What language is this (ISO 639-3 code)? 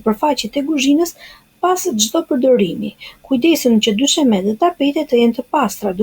sqi